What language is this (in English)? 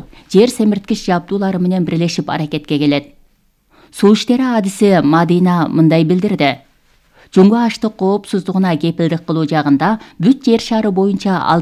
Kyrgyz